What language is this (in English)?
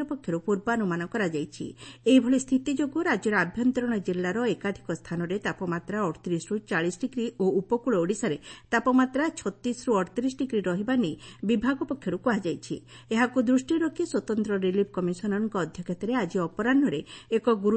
Odia